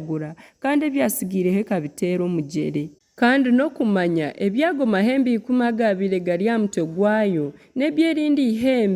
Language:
Nyankole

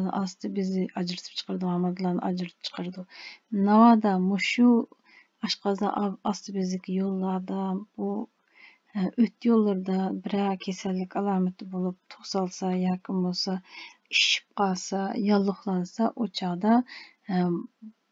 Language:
Uyghur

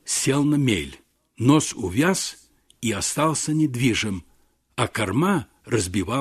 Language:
Russian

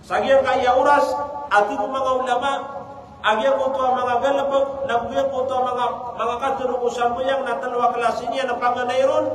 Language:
Maranao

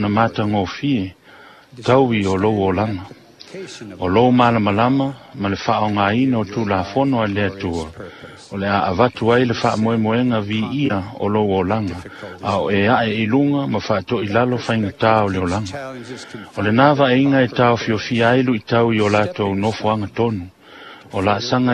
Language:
Samoan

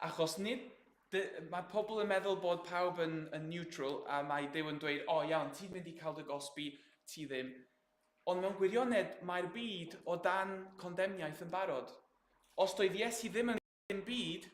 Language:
Welsh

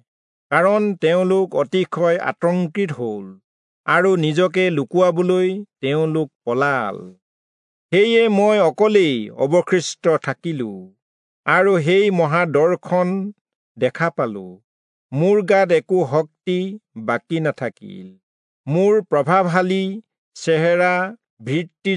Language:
Assamese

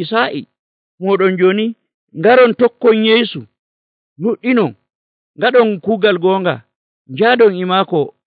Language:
Nigerian Fulfulde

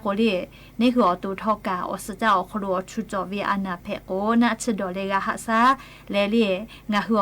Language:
Lahu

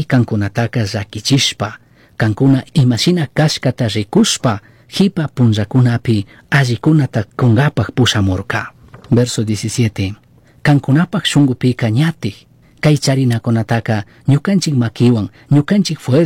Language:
Chimborazo Highland Quichua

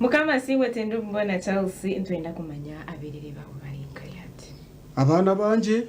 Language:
Nyankole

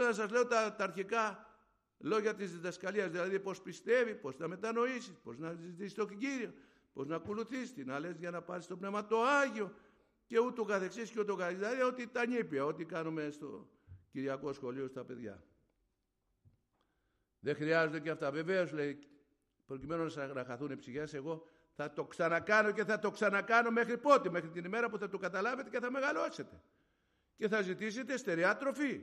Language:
Greek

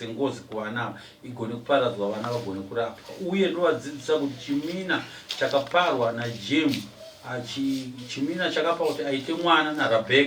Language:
Shona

